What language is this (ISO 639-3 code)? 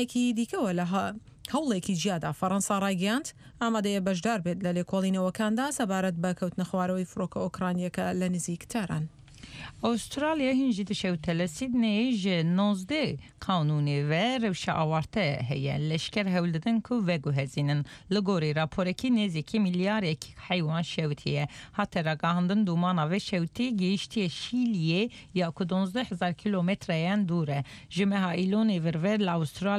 ckb